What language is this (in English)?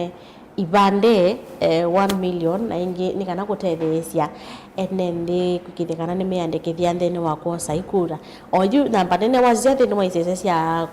Kamba